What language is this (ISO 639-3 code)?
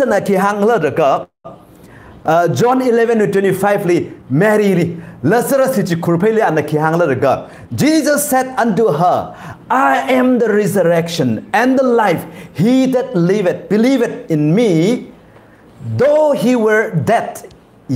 nmf